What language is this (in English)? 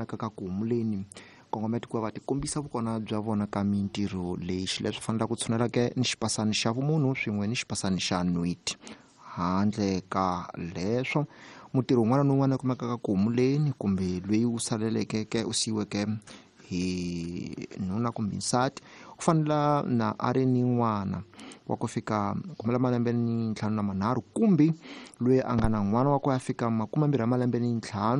Tsonga